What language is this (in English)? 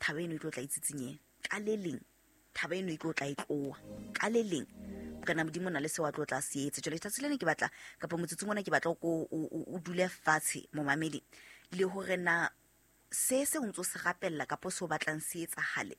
Southern Sotho